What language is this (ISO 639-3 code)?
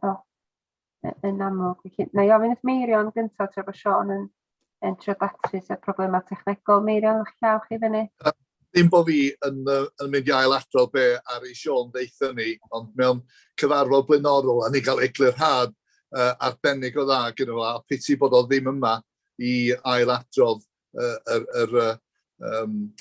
cym